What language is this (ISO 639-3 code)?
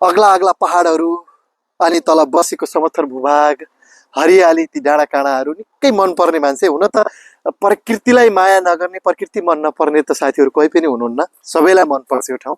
nep